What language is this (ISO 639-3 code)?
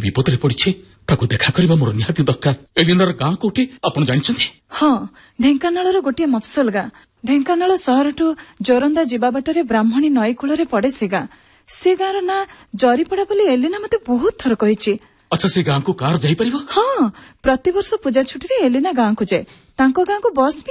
ori